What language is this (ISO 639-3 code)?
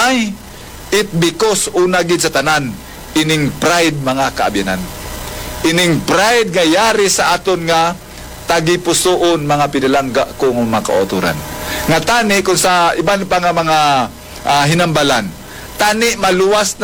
hil